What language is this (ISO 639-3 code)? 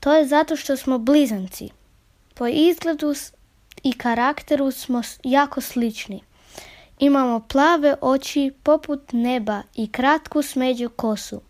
srp